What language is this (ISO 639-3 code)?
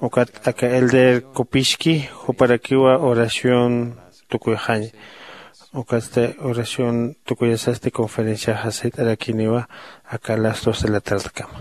aym